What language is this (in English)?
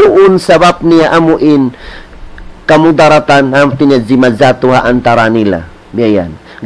Tausug